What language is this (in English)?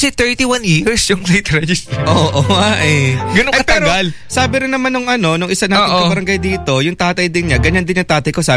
Filipino